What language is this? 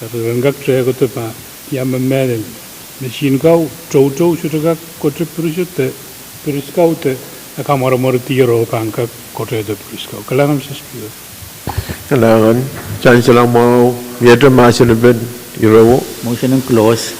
Pohnpeian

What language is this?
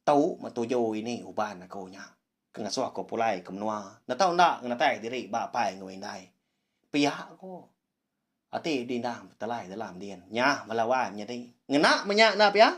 Iban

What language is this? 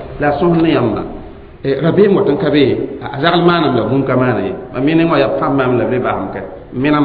Mossi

